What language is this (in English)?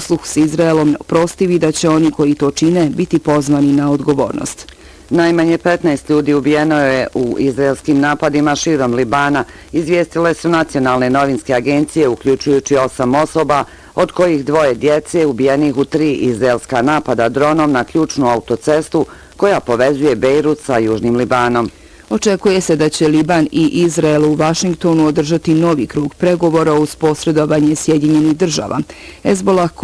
Bosnian